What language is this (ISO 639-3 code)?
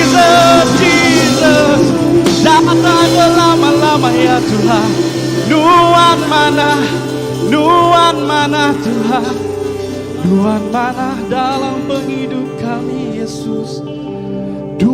iba